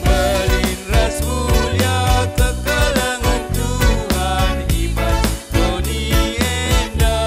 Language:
Batak Karo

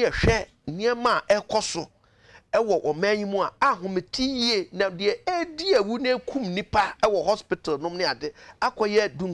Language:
Akan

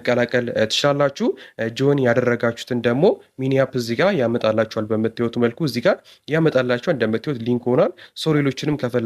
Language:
Amharic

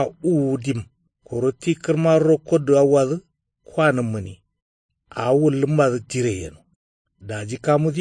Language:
Kanuri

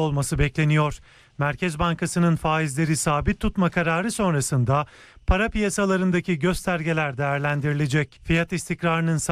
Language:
Turkish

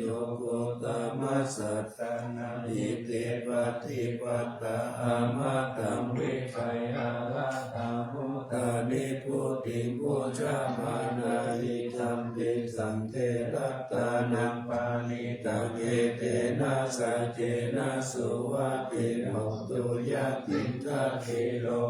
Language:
Pali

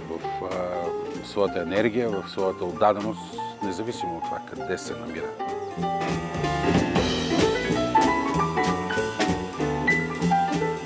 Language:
Bulgarian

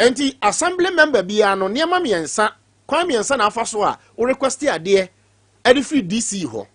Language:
Akan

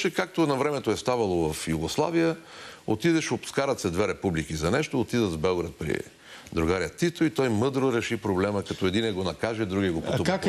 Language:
Bulgarian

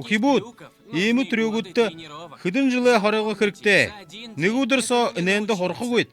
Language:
Buriat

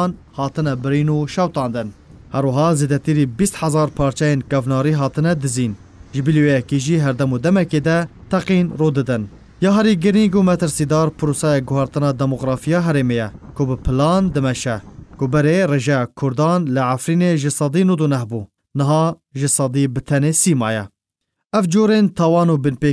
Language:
Kurdish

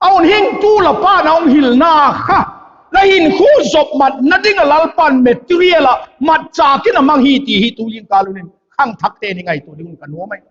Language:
Vaiphei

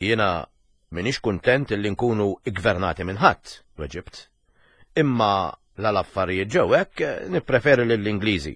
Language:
Maltese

